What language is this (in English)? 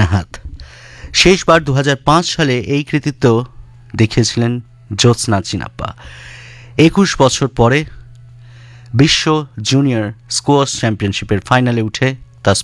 Bangla